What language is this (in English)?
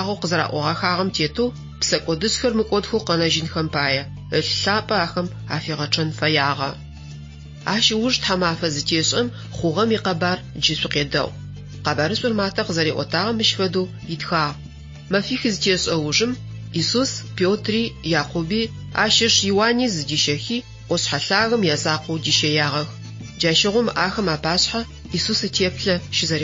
Adyghe